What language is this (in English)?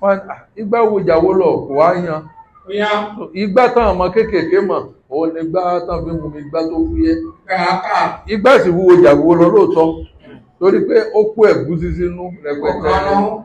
Yoruba